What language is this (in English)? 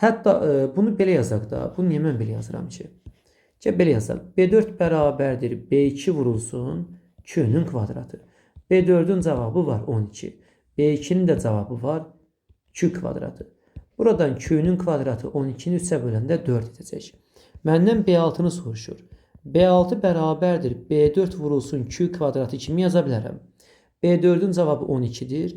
Azerbaijani